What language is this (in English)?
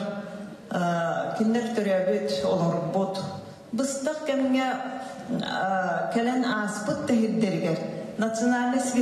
Yakut